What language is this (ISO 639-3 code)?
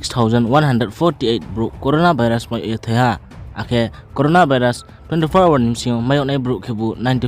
ria